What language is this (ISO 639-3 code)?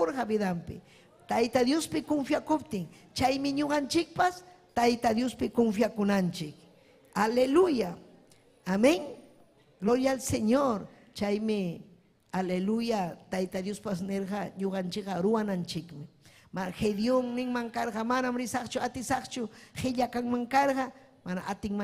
quy